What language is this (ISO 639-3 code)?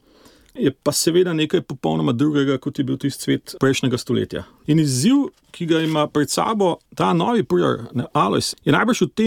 slv